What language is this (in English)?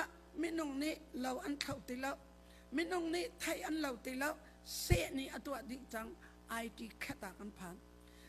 Hakha Chin